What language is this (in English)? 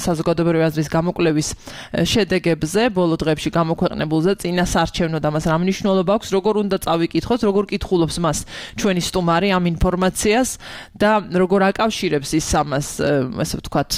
Georgian